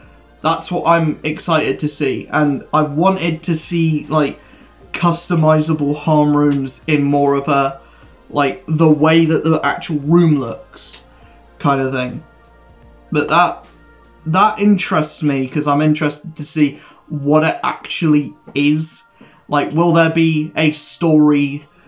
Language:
English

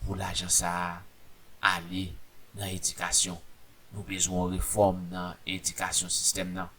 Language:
Haitian Creole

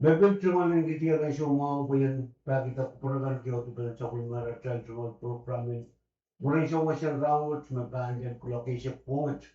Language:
Pohnpeian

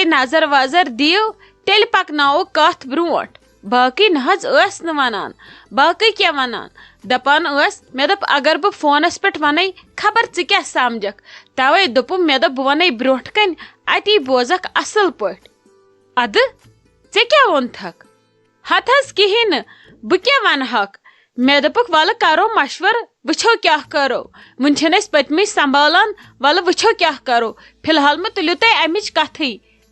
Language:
Kashmiri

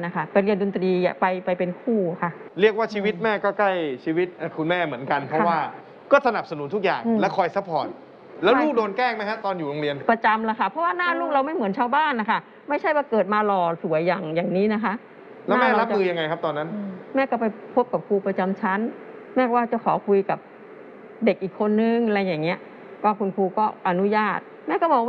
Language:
Thai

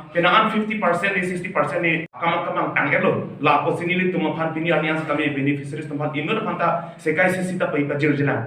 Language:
Karbi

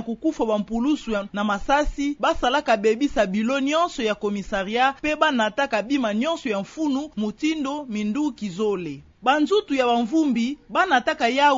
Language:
Kituba (Democratic Republic of Congo)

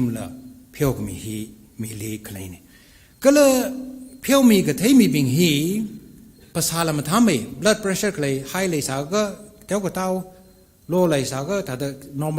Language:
Tangkhul Naga (India)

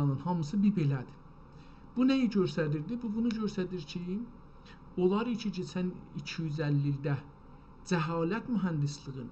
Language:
South Azerbaijani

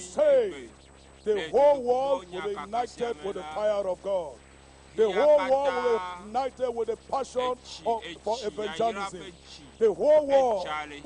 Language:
Ewe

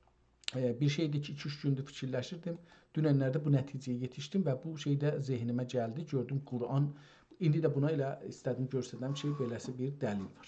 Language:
South Azerbaijani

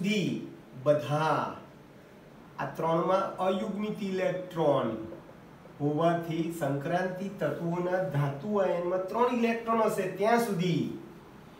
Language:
Gujarati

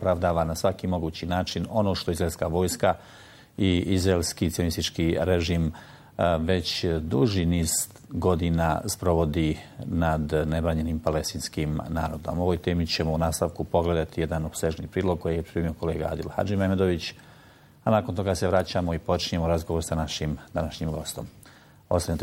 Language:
Bosnian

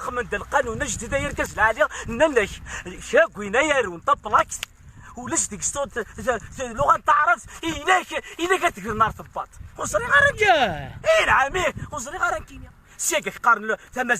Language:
Kabyle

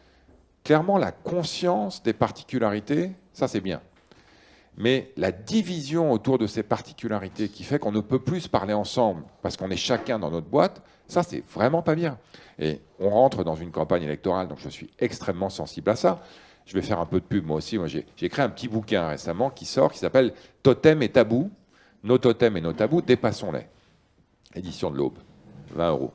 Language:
French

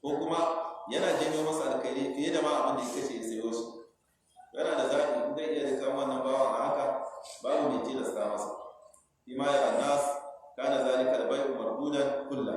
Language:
Hausa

